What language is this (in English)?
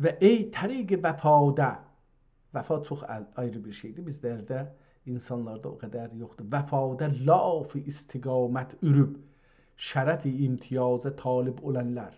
South Azerbaijani